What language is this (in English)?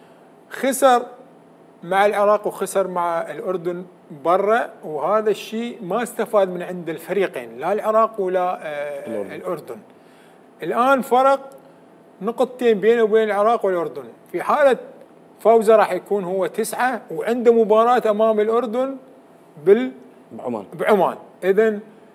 Mesopotamian Arabic